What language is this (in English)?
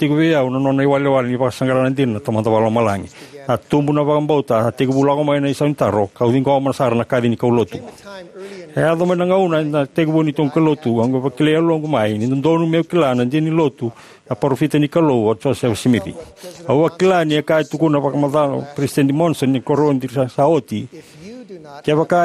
Fijian